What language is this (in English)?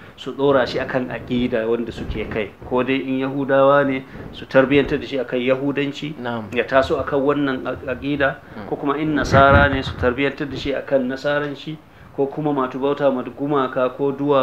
Hausa